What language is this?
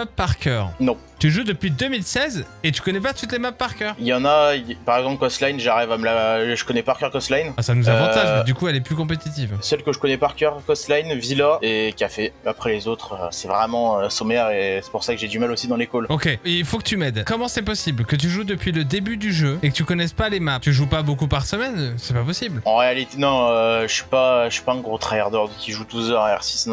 French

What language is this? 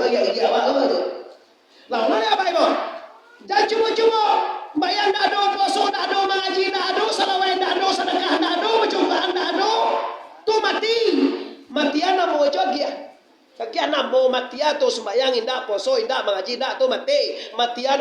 Minangkabau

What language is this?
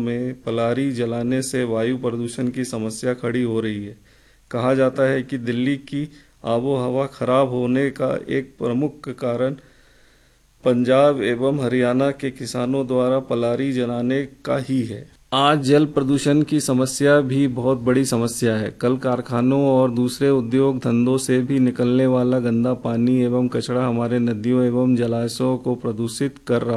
Hindi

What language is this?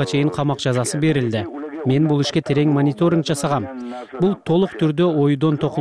Kyrgyz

